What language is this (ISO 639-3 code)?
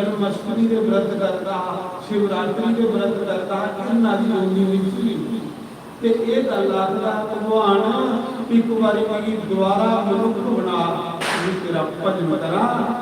doi